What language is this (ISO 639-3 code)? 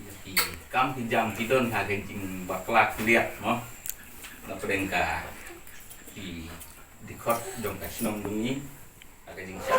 kha